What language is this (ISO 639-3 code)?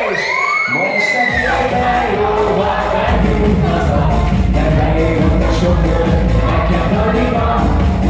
hun